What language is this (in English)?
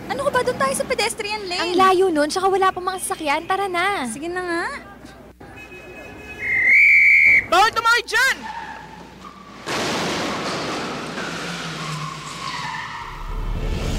Filipino